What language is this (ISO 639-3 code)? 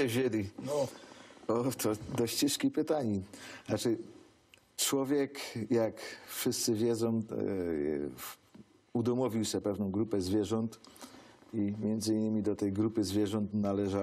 szl